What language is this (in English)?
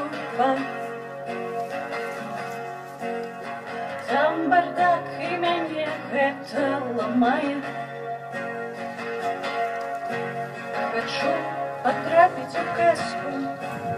Belarusian